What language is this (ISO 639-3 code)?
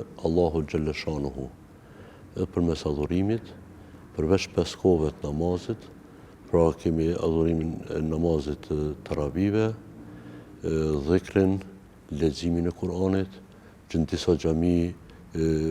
sqi